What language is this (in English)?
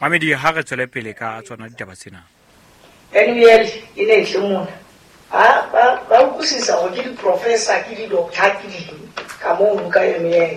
Southern Sotho